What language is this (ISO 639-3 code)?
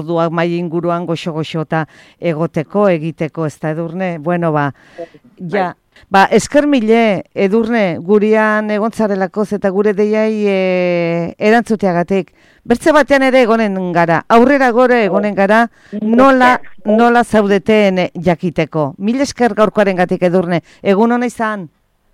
eus